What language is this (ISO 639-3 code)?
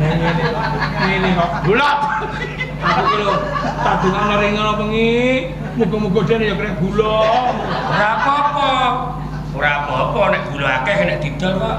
jav